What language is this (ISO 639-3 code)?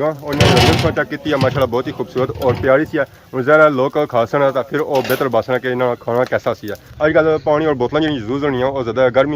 phr